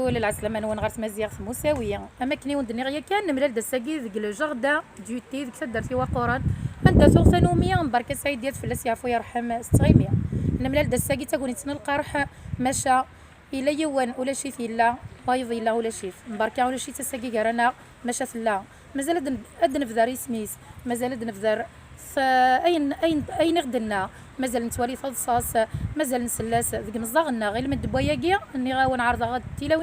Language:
Kabyle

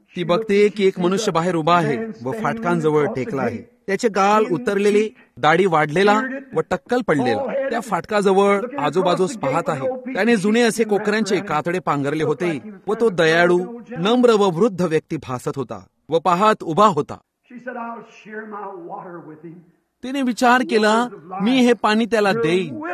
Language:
Marathi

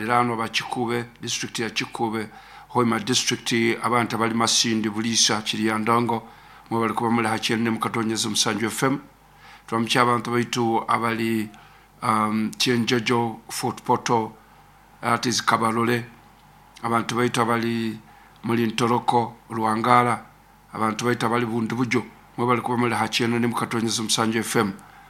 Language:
Nyoro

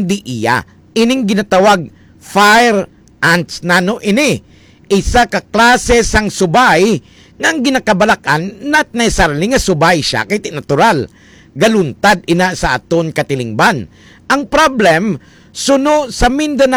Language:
Hiligaynon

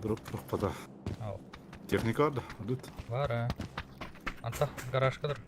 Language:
Yakut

